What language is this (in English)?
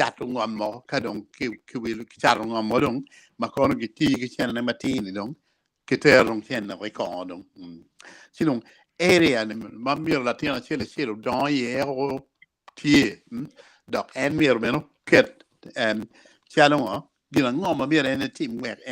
Acoli